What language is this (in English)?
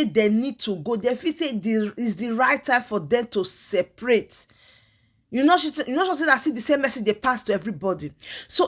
Nigerian Pidgin